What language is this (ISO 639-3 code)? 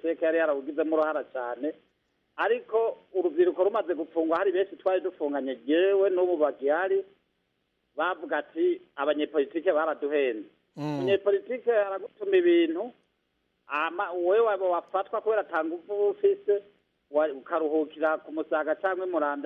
kin